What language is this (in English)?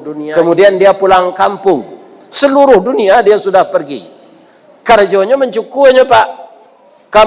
Minangkabau